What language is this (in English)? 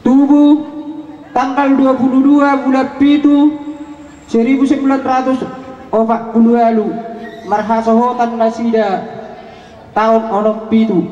Batak Toba